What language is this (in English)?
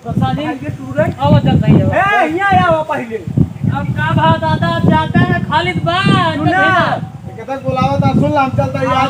Awadhi